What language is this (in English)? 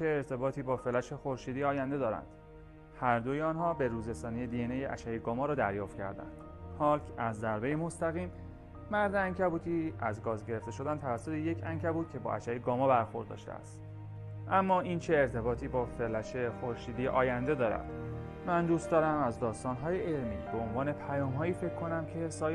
Persian